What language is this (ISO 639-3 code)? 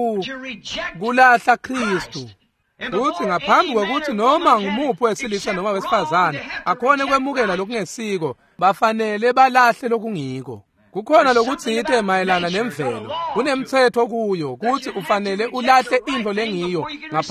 ssw